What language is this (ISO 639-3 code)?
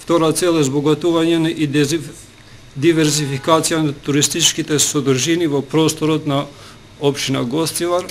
mkd